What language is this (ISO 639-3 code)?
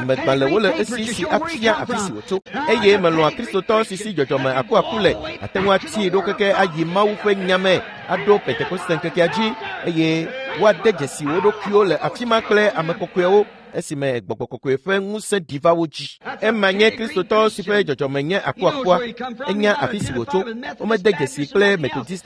ewe